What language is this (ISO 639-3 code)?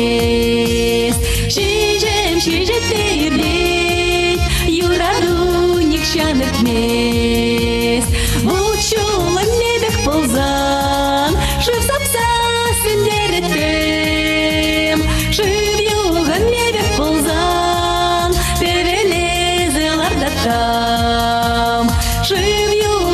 chv